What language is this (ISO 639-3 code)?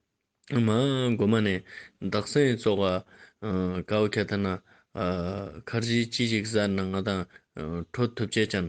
lbj